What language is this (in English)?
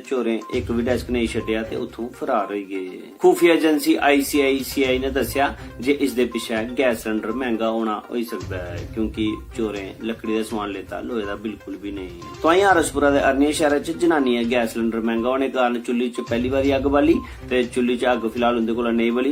Dogri